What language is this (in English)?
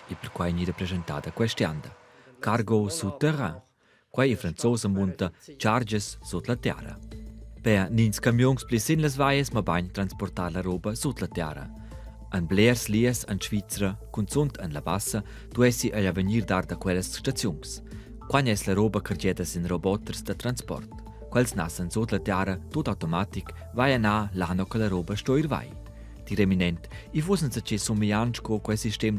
Romansh